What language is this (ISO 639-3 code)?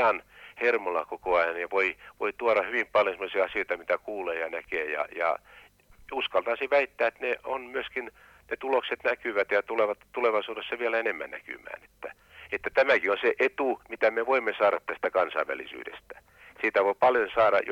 fin